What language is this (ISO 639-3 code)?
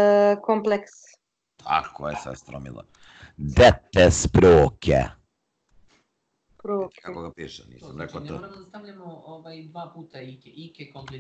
srp